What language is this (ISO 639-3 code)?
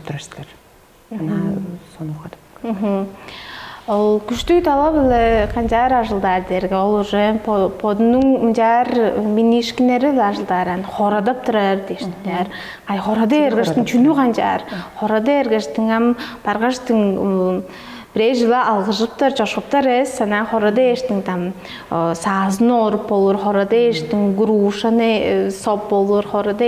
tyv